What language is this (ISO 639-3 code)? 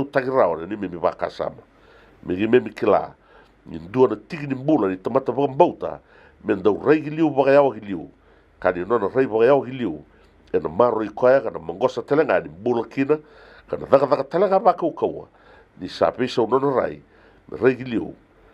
fij